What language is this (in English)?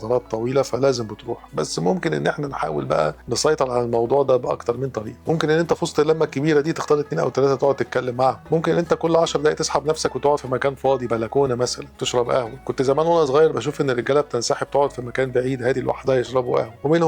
Egyptian Arabic